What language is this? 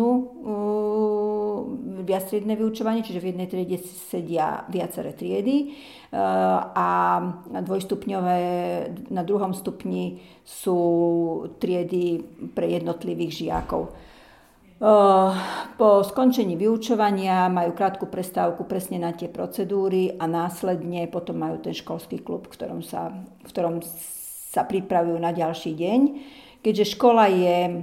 Slovak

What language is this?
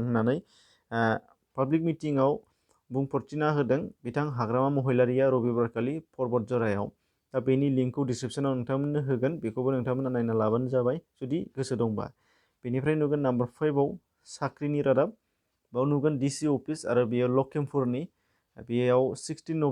Bodo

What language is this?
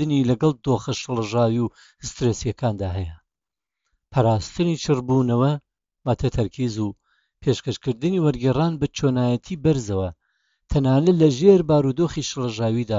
Central Kurdish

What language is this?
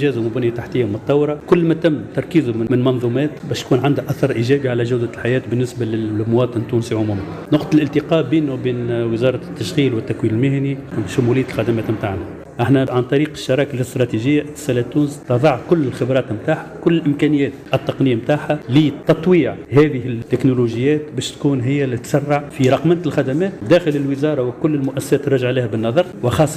Tunisian Arabic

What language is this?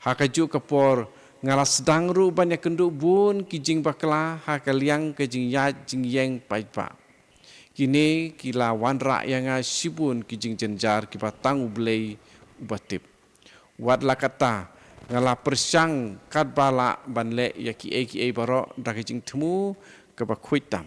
Khasi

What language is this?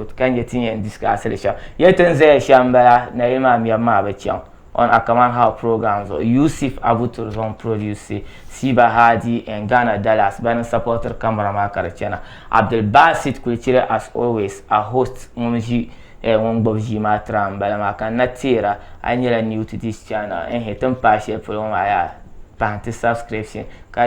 Dagbani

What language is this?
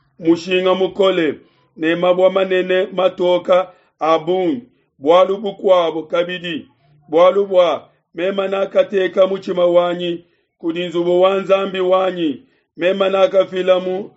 Luba-Lulua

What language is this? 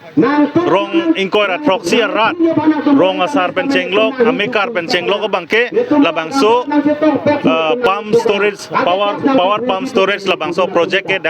Karbi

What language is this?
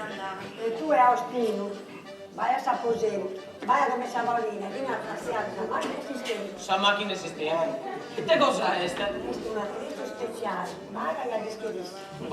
Sardinian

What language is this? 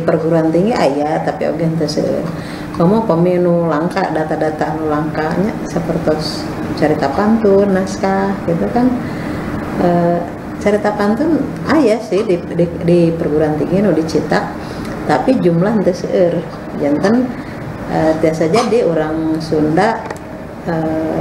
Sundanese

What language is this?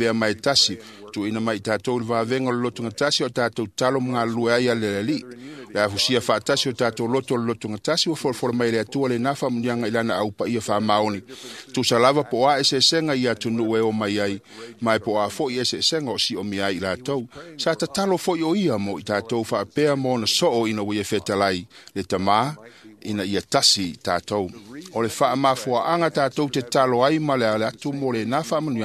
Samoan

